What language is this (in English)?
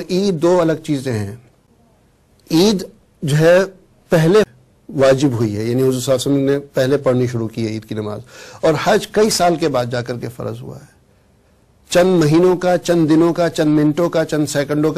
Urdu